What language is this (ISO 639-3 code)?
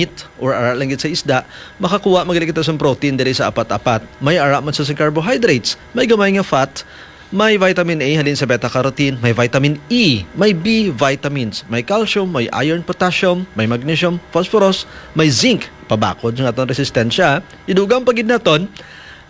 hil